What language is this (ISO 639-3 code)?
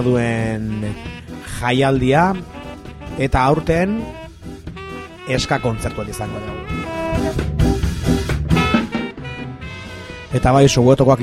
eus